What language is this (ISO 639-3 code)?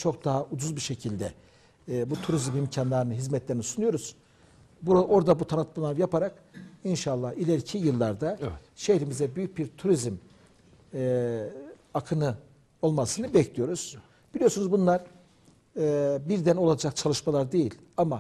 tur